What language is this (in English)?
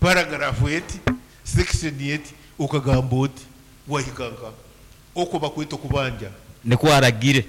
Nyankole